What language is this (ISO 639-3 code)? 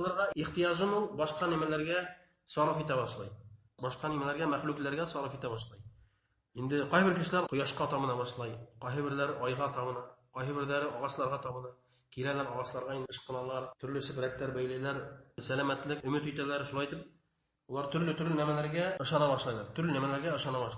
bak